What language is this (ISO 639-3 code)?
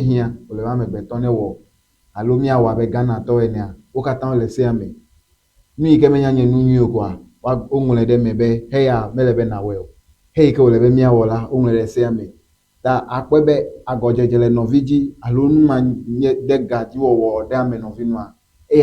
ewe